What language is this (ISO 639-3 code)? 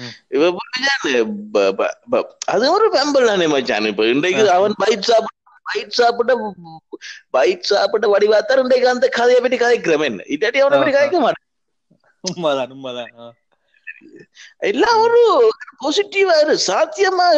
tam